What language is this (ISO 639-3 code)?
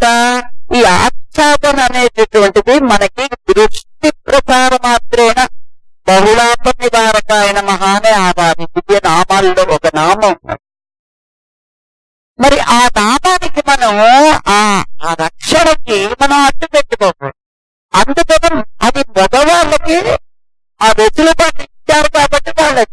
tel